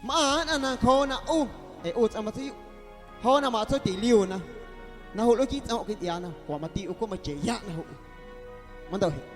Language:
Guerrero Amuzgo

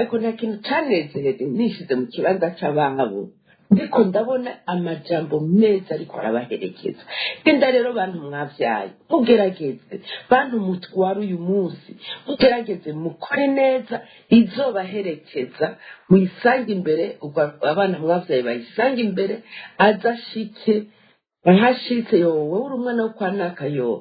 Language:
Rundi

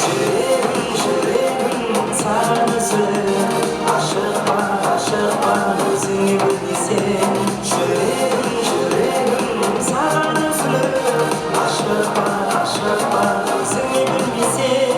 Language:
Kara-Kalpak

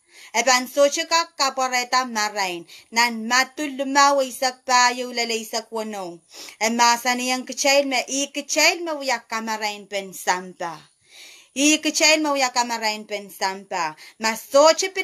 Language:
Pohnpeian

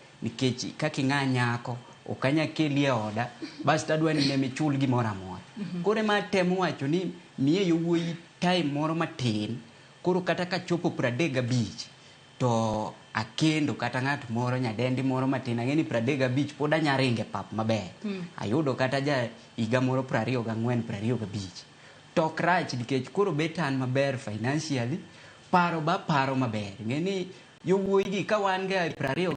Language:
Luo (Kenya and Tanzania)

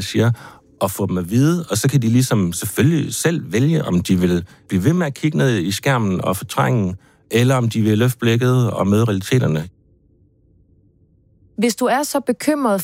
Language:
Danish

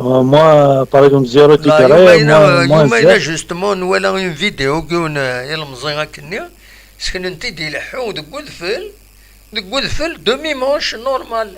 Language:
Kabyle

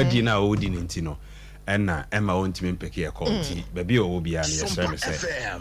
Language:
Akan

